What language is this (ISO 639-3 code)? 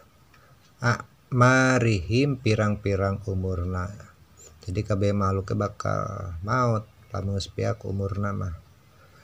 sun